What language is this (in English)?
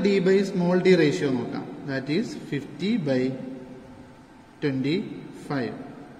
Malayalam